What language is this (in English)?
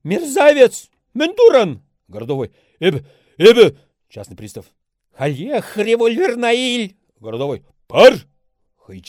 Chuvash